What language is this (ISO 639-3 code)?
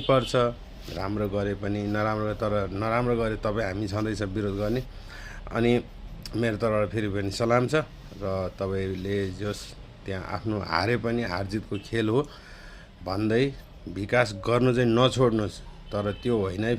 nep